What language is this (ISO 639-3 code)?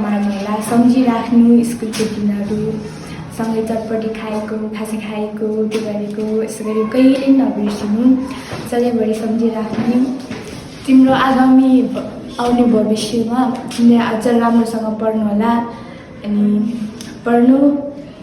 nep